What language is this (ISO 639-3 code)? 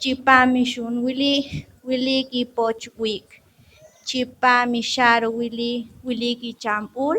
poh